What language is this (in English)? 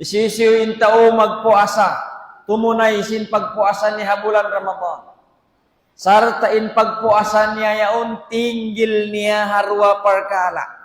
Tausug